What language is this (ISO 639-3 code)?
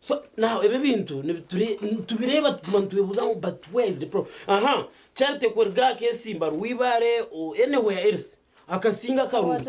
nyn